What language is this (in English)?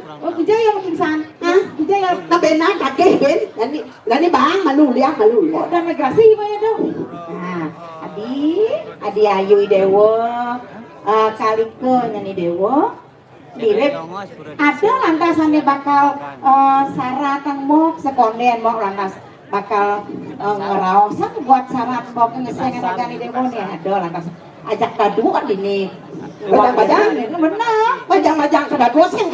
Balinese